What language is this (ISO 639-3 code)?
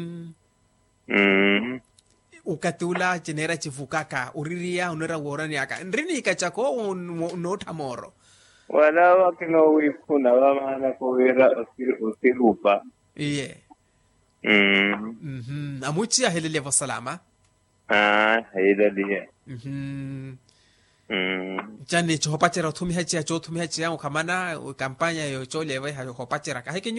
vmw